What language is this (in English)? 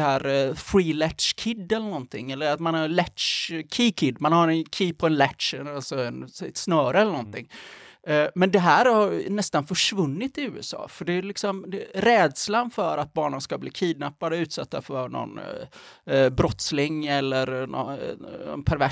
Swedish